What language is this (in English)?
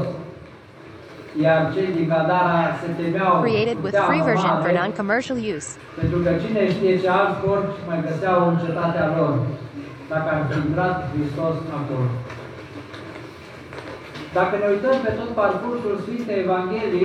Romanian